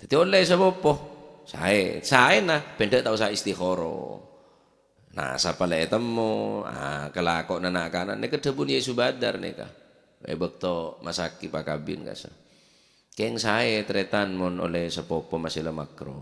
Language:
Madurese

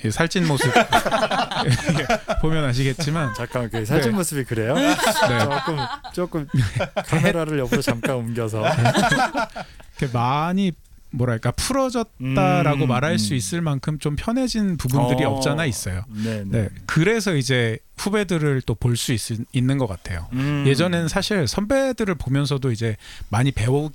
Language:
Korean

